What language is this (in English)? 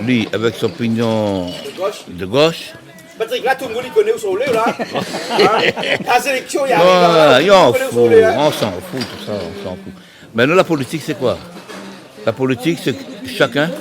Réunion Creole French